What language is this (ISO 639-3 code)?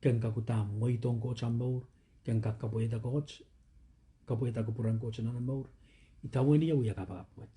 pon